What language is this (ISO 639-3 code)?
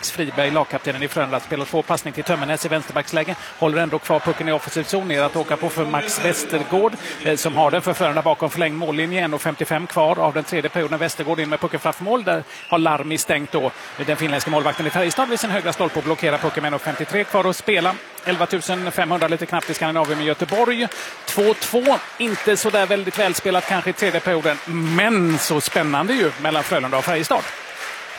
swe